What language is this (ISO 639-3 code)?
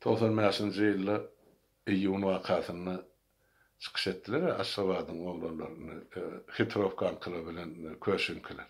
tuk